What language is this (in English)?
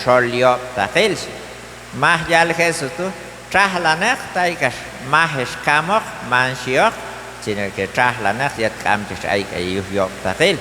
Q'anjob'al